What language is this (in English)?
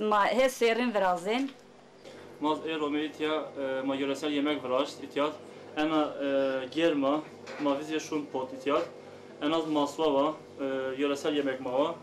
Zaza